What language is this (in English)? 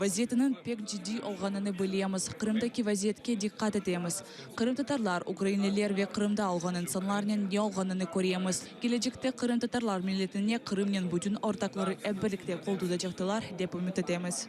Crimean Tatar